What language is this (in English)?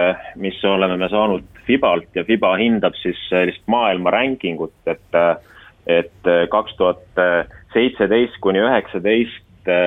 Estonian